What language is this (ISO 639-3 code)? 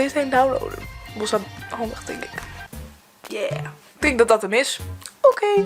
fry